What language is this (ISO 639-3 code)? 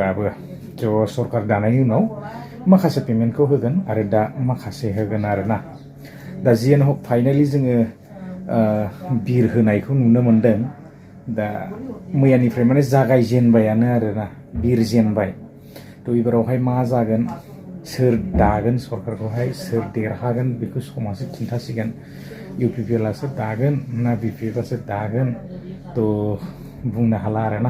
brx